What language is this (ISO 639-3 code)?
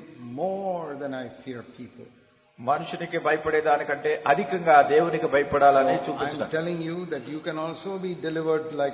tel